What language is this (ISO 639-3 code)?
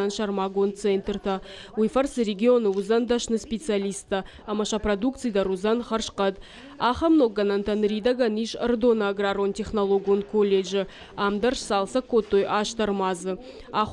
oss